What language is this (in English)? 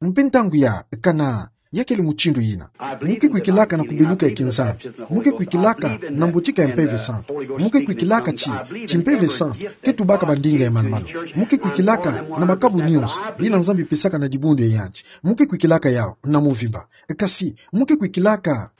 Kituba (Democratic Republic of Congo)